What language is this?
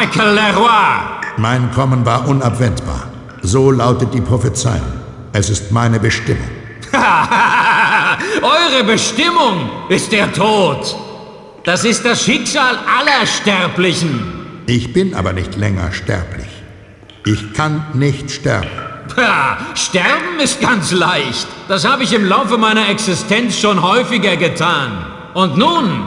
Bavarian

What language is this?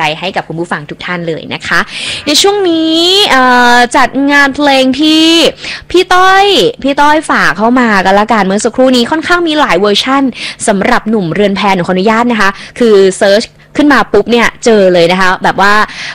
Thai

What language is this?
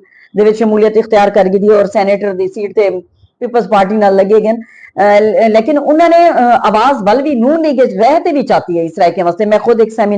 Western Panjabi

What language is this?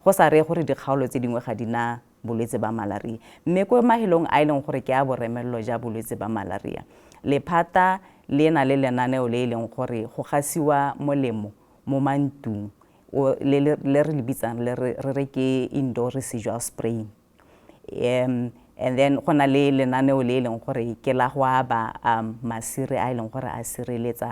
Tswana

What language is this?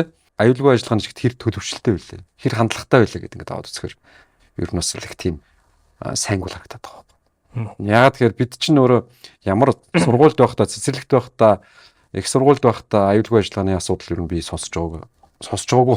Mongolian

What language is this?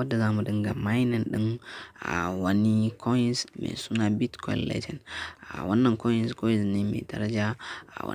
Hausa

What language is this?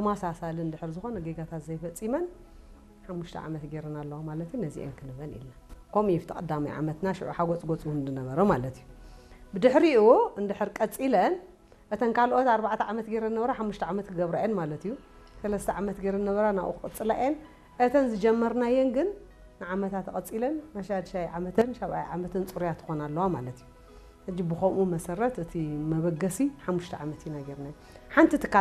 Tigrinya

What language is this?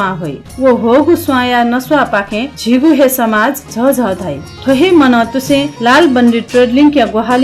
Newari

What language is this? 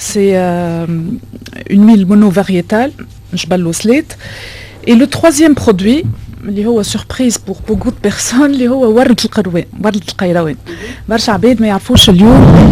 Tunisian Arabic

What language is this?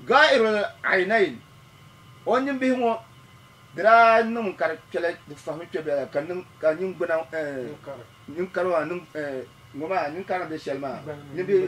Dagbani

